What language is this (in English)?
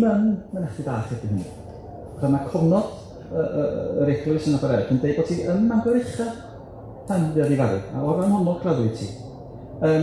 Welsh